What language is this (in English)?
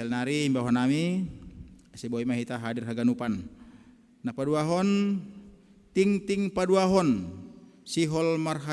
Batak Simalungun